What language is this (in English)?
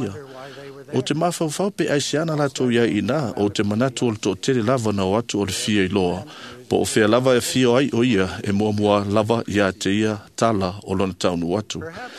Samoan